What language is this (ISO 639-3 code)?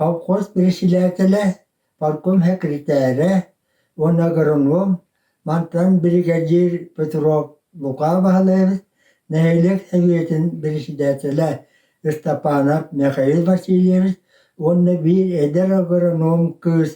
sah